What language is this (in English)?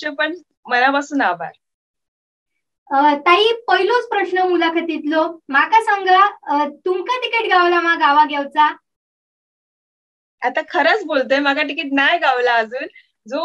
Marathi